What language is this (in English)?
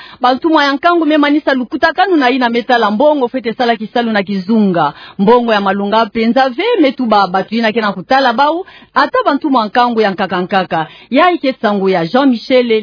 Kituba (Democratic Republic of Congo)